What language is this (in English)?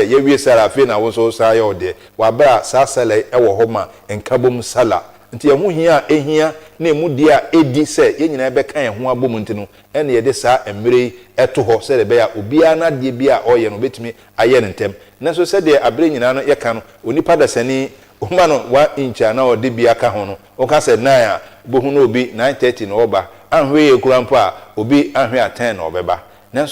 Akan